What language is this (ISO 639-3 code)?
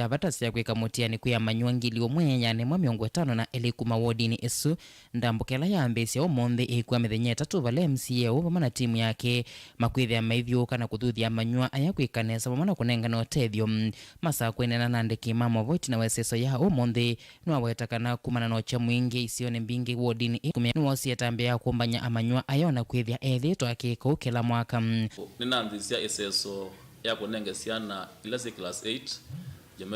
kam